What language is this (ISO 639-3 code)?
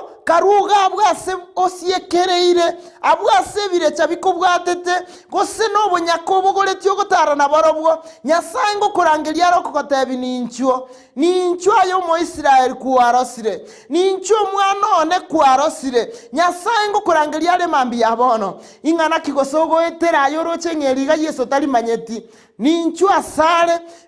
guz